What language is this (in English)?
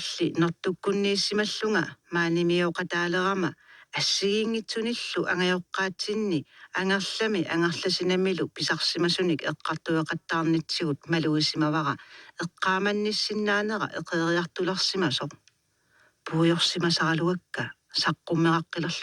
Kalaallisut